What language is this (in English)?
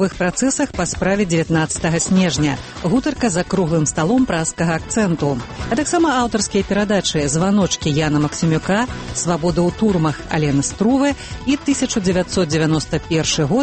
Belarusian